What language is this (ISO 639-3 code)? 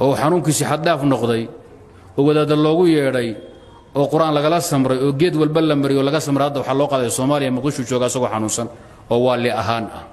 som